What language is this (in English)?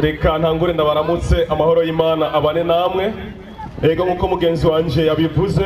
Rundi